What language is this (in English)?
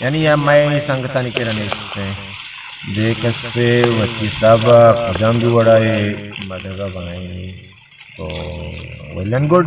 Baluchi